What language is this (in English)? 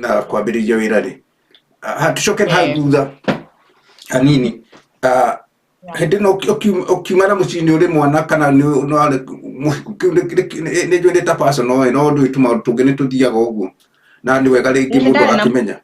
Kikuyu